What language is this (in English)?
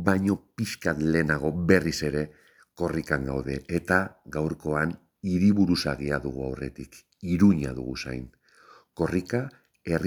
Basque